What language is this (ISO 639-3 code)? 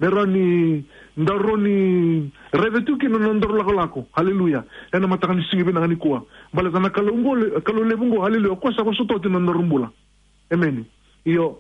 fij